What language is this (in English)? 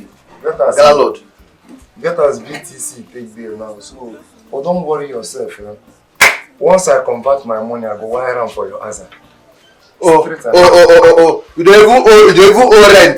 Nigerian Pidgin